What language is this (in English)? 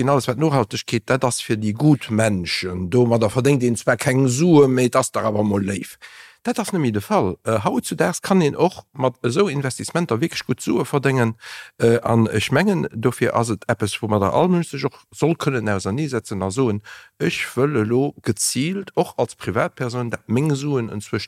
Luxembourgish